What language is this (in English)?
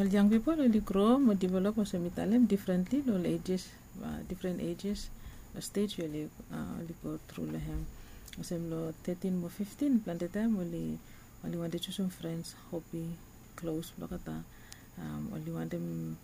Bislama